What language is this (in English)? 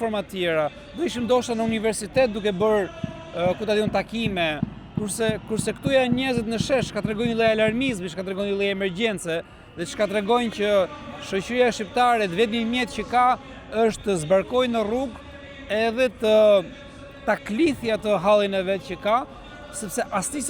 Albanian